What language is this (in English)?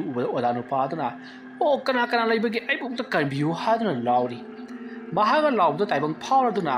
Manipuri